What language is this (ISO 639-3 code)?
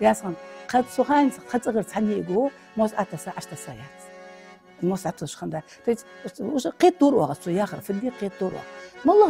inh